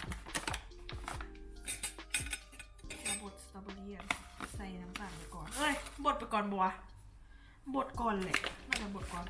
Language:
Lao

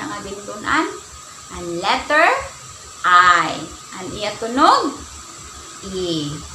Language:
Waray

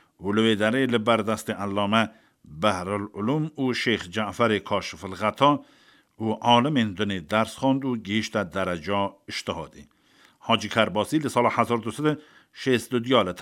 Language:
Kurdish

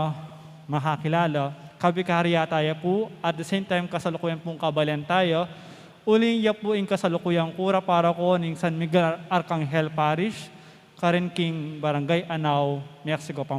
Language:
Pampanga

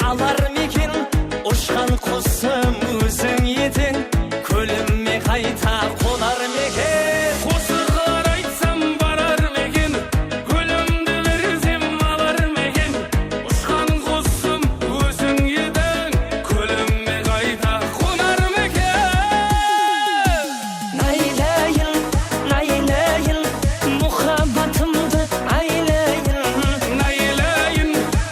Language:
Kara-Kalpak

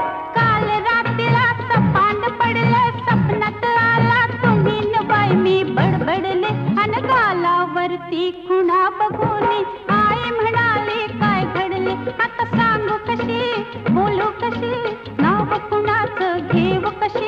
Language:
Marathi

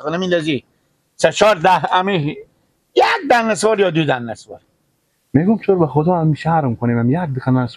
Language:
Persian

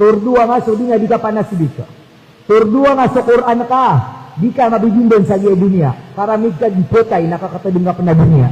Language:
Maranao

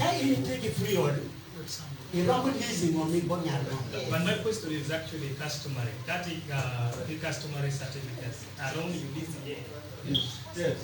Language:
Acoli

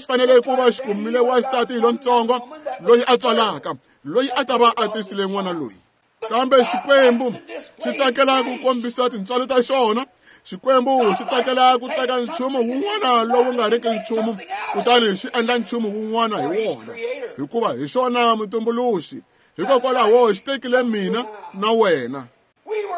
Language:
Tsonga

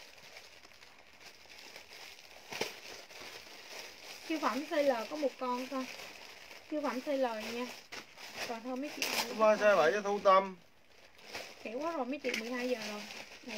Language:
Vietnamese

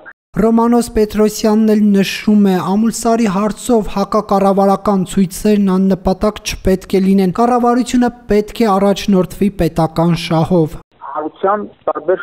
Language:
Armenian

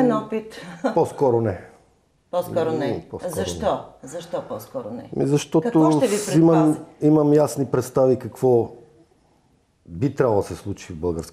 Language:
Bulgarian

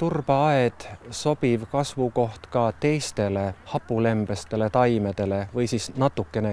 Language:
Estonian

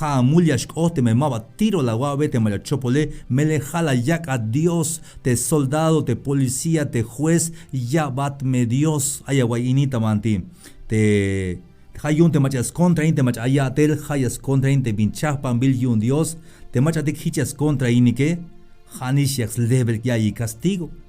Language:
Tzeltal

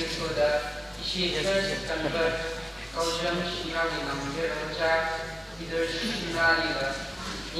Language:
Tangkhul Naga (India)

